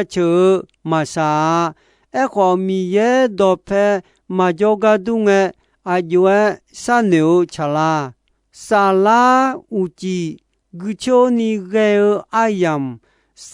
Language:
Akha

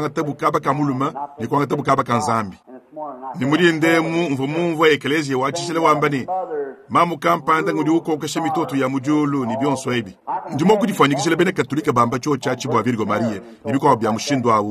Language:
Luba-Lulua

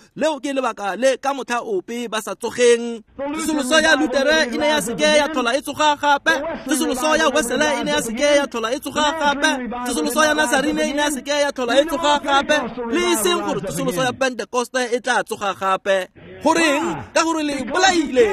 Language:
Tswana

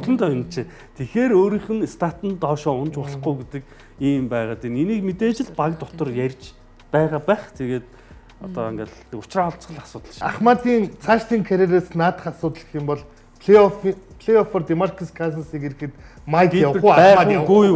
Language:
Mongolian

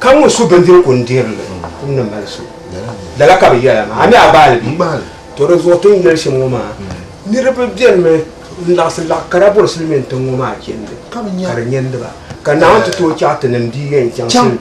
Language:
Dagbani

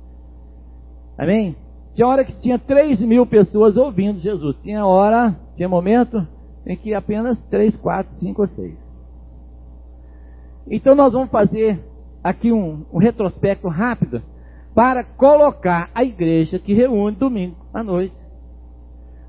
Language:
Portuguese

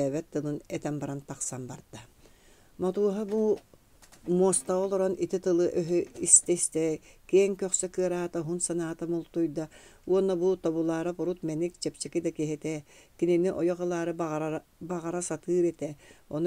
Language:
Yakut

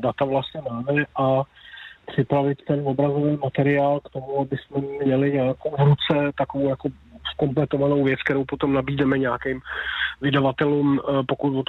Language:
Czech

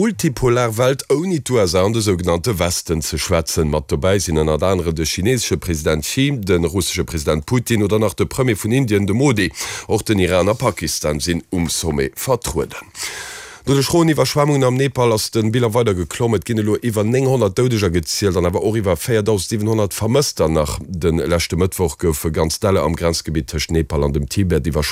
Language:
Luxembourgish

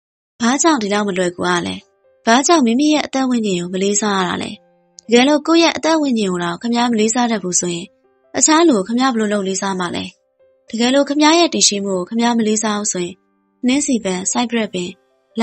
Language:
Burmese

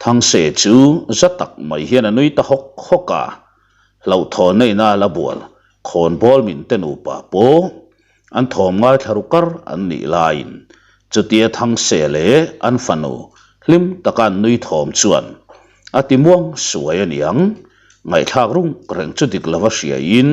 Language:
Mizo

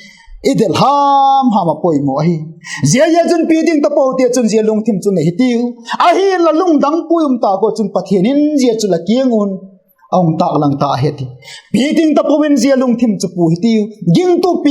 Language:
Vaiphei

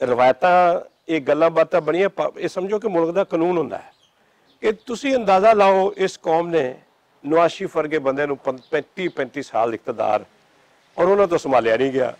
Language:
Western Panjabi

